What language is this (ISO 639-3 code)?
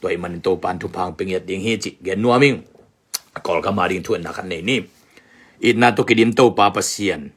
ctd